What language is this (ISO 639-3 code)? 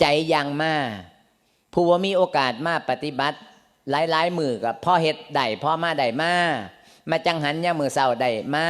lao